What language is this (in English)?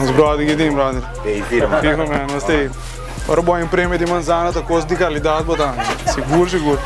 Papiamento